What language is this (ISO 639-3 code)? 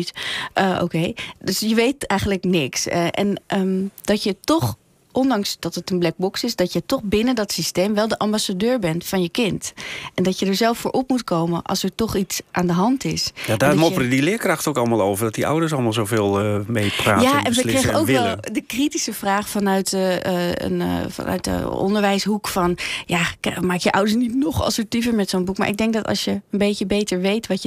nld